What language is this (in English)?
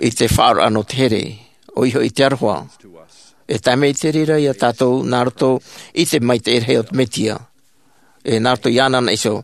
Tahitian